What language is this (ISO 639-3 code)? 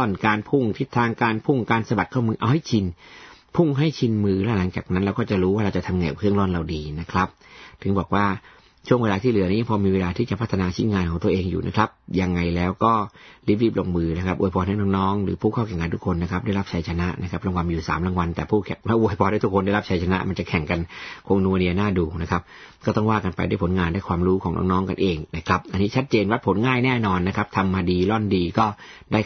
tha